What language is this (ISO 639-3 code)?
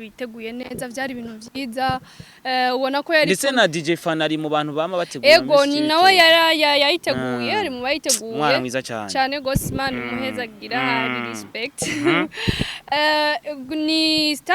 run